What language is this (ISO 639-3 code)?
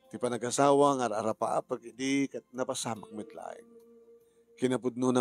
ilo